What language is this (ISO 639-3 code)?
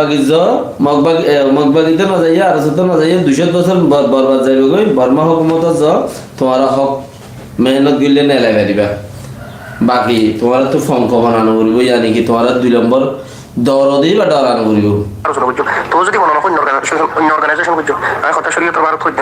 rhg